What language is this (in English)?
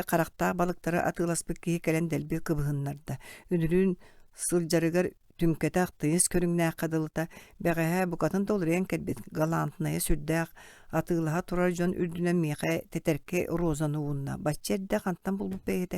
Yakut